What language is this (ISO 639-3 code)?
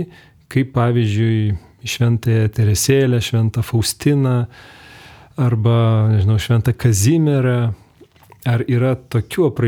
lit